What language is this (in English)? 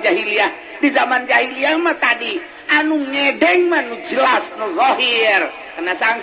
Sundanese